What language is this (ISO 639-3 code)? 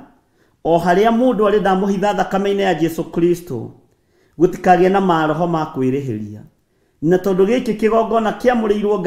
kik